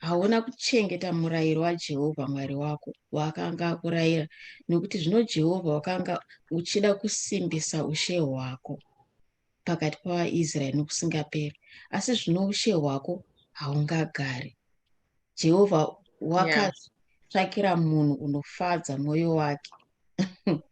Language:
Shona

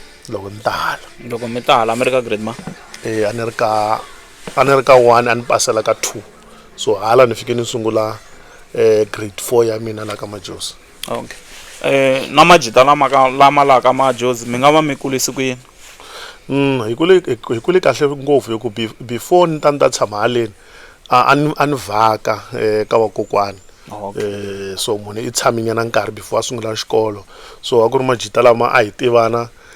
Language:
Tsonga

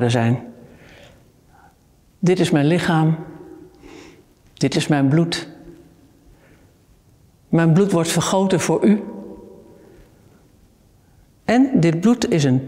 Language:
Dutch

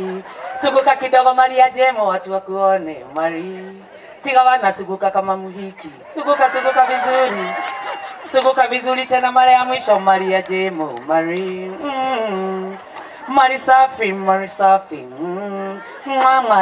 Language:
Kikuyu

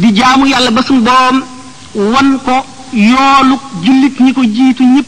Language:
Wolof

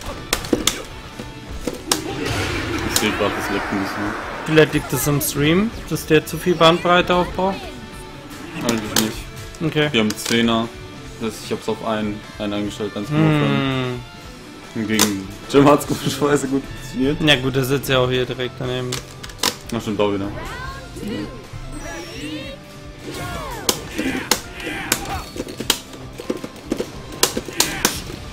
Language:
German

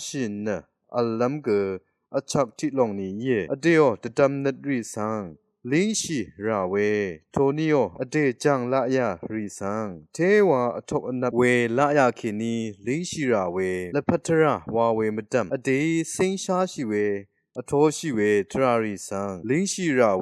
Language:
Rawang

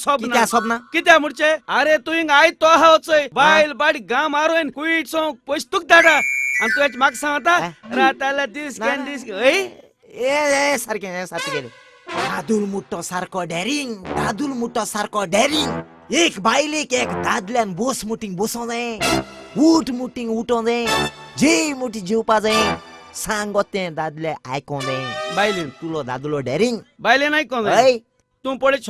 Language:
Konkani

